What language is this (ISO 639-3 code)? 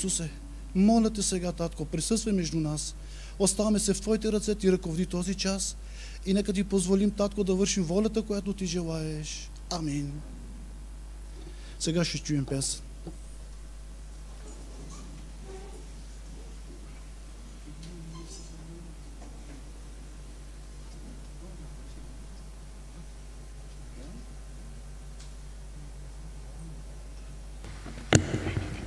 bul